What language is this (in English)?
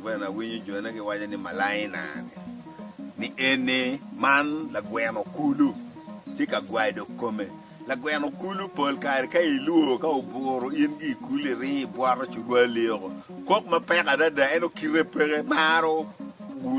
Acoli